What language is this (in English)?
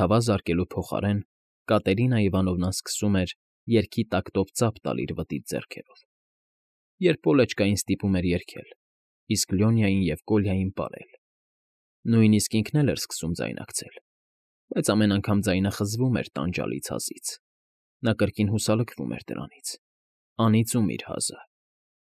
Armenian